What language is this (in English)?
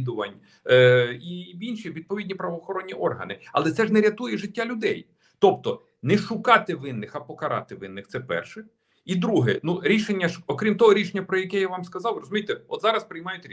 Ukrainian